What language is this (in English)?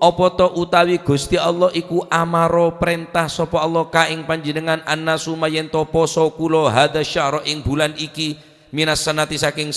Madurese